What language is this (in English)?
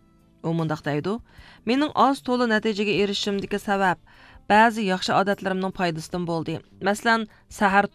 Uyghur